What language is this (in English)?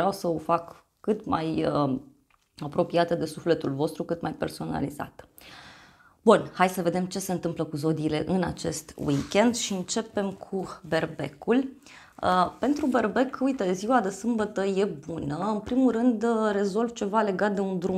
Romanian